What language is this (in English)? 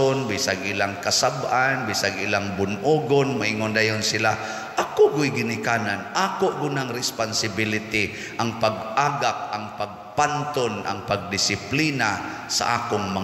Cebuano